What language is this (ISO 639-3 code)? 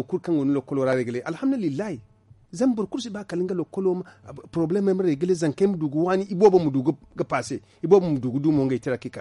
dje